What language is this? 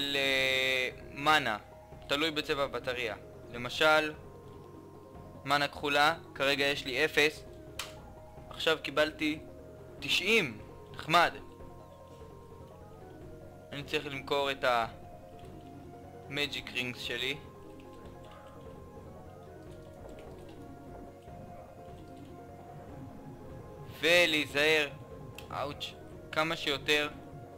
Hebrew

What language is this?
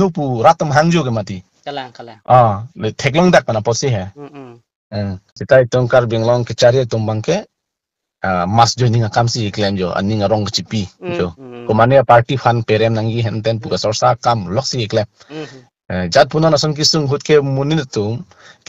Karbi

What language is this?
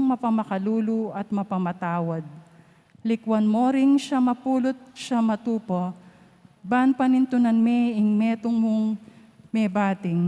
Pampanga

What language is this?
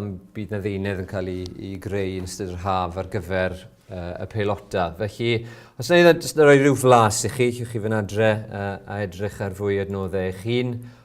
Welsh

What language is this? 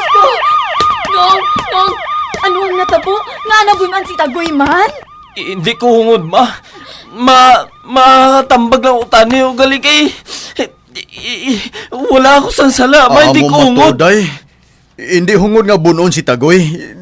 Hiligaynon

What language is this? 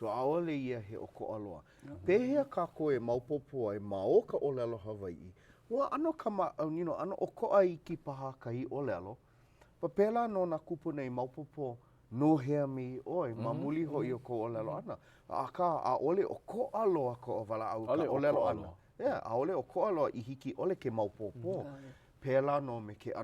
Hawaiian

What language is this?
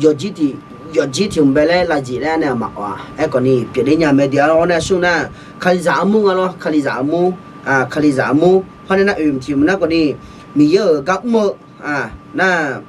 Akha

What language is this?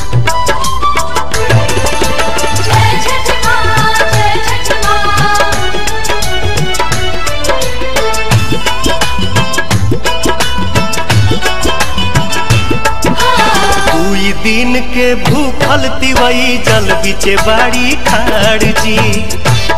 Bhojpuri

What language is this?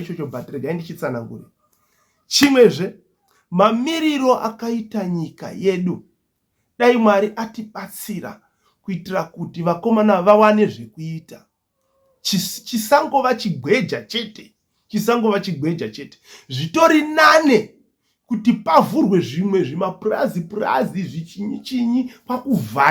Shona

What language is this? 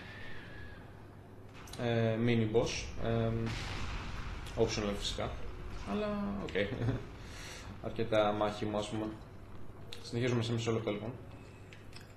Greek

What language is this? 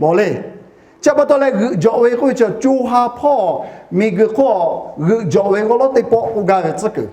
Lahu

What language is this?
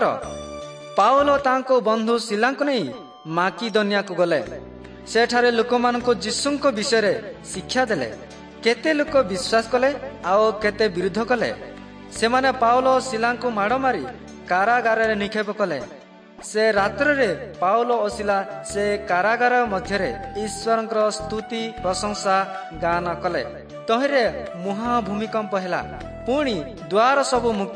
Odia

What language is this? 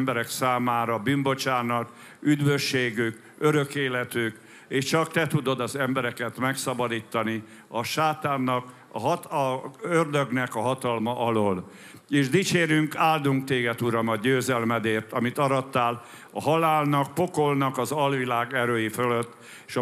Hungarian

